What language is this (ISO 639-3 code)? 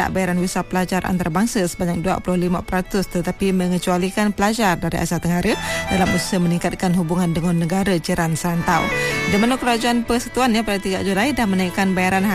msa